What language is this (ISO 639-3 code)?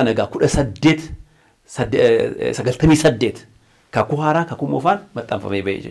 orm